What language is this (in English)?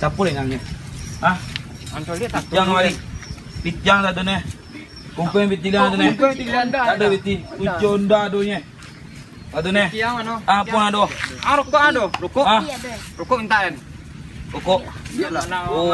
Minangkabau